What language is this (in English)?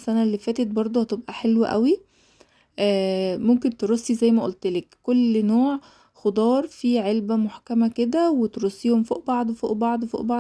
Egyptian Arabic